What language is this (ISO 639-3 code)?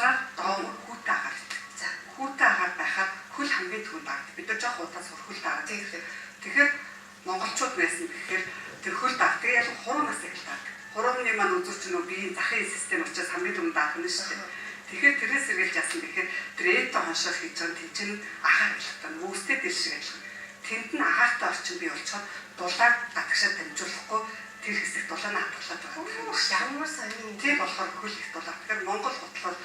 mon